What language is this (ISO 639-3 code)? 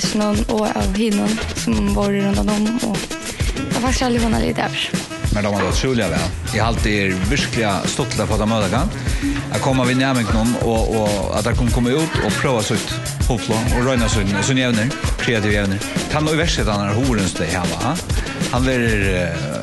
fao